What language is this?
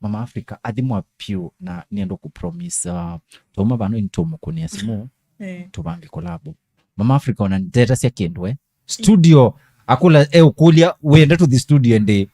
Kamba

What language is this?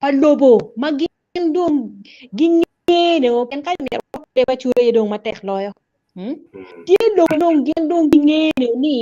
Acoli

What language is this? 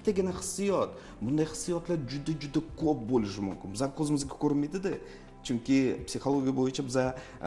Uzbek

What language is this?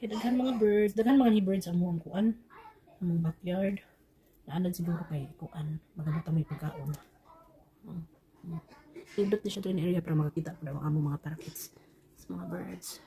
Cebuano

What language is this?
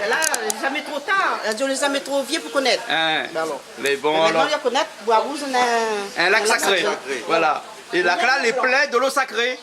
Réunion Creole French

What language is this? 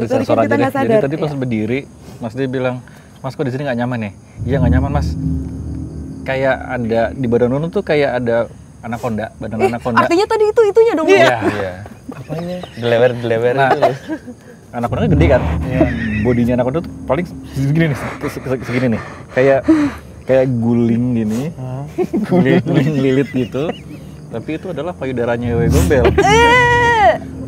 Indonesian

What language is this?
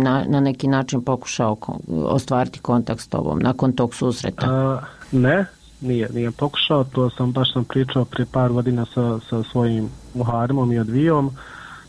Bosnian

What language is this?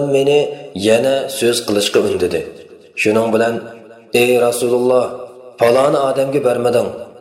Uyghur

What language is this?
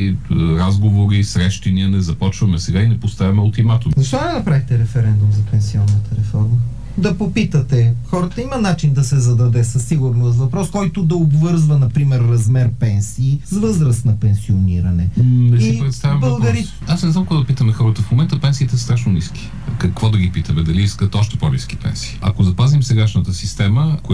Bulgarian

